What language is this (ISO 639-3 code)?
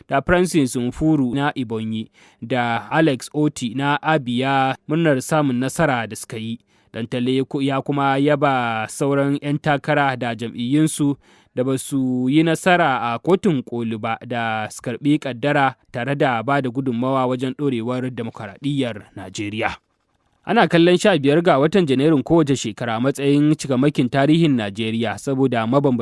hau